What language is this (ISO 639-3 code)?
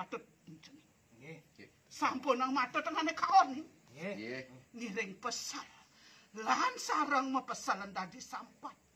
ban